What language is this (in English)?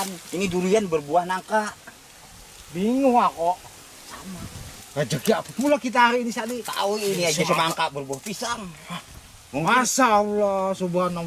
Banjar